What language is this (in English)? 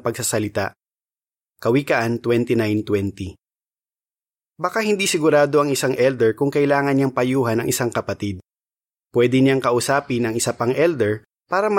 Filipino